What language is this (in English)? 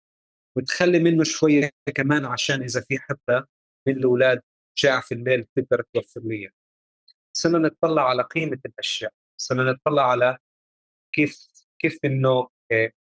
North Levantine Arabic